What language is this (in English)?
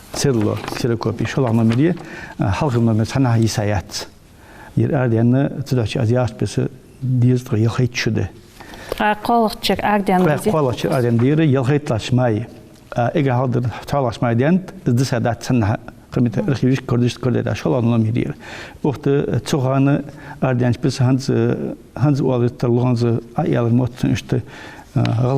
Ingush